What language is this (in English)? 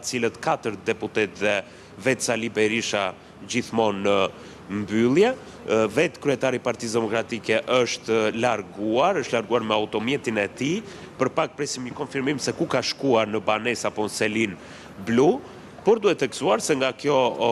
Albanian